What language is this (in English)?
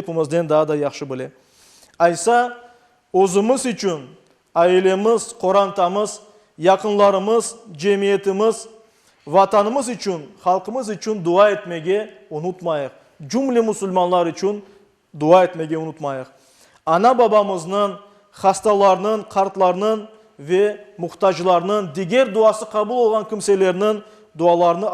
Crimean Tatar